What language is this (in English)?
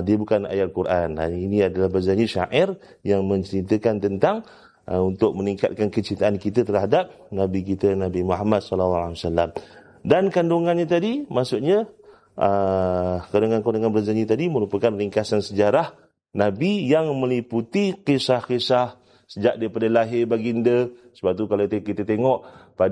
Malay